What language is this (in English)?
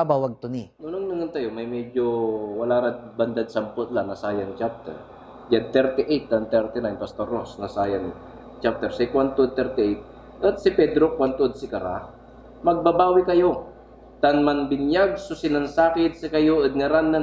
Pangasinan